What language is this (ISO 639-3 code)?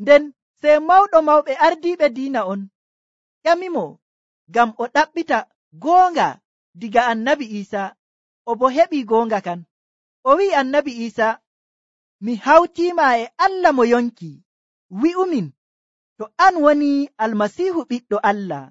fuv